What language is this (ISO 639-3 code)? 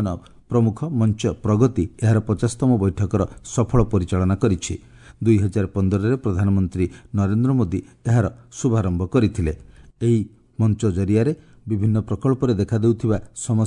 ori